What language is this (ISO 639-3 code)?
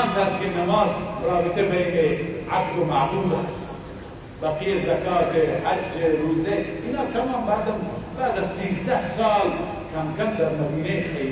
fas